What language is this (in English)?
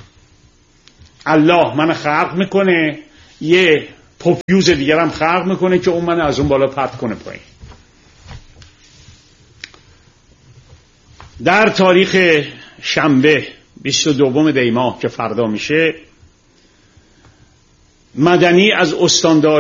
Persian